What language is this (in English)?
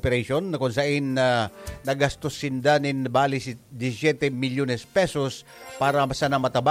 Bikol